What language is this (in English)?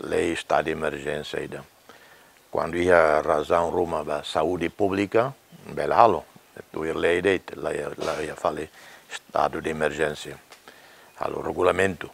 Tetum